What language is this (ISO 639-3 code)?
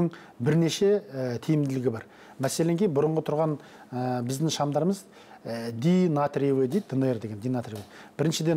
kaz